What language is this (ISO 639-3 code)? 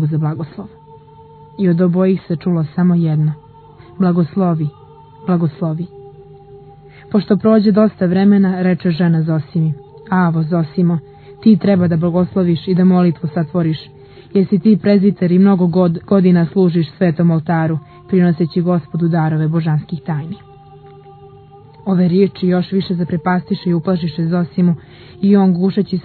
srp